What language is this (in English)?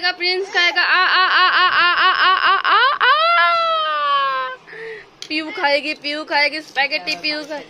Bhojpuri